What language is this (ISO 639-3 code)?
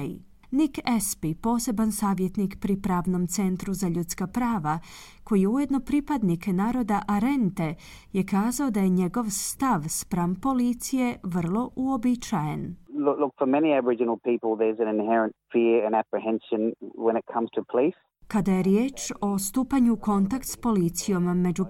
hrv